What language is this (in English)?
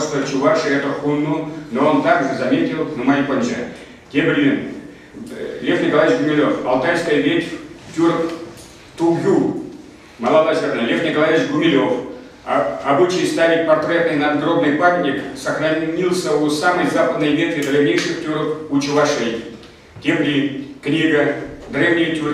Chuvash